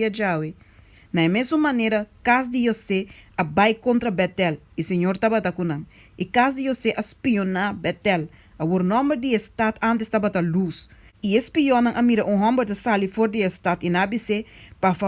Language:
Papiamento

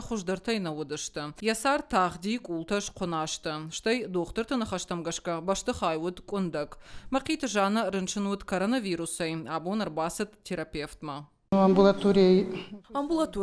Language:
Ossetic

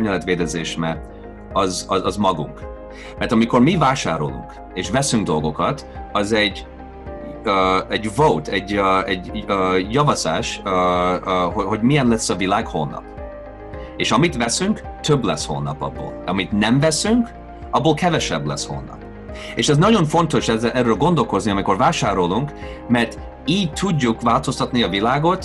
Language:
Hungarian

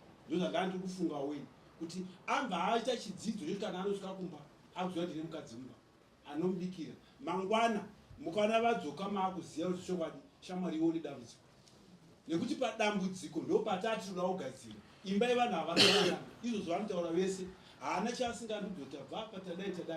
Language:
Shona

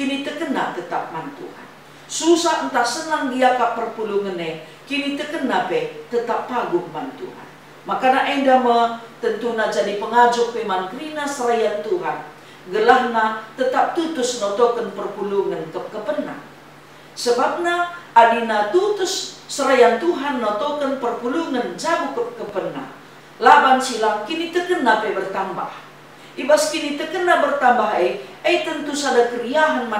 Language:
Batak Karo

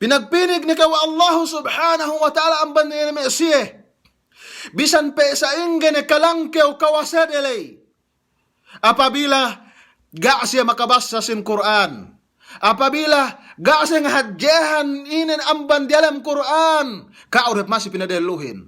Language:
Yakan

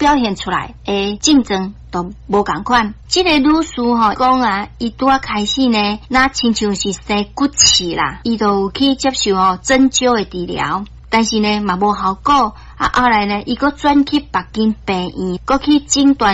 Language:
Min Nan Chinese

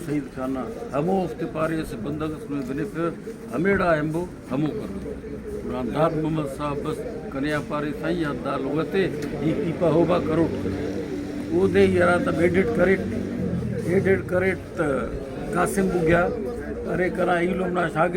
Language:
Brahui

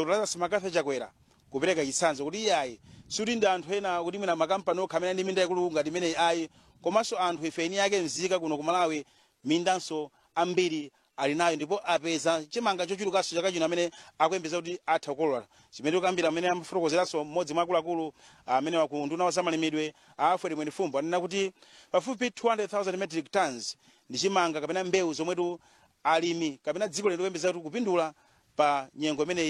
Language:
Nyanja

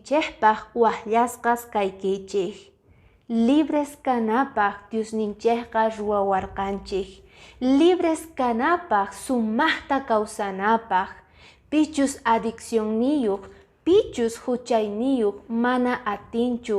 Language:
Quechua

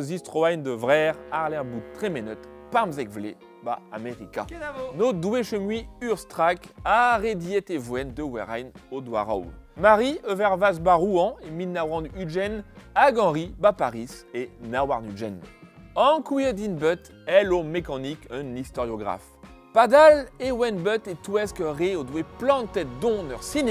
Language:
Breton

